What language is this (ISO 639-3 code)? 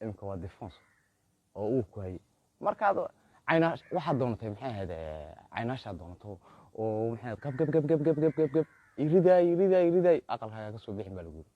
som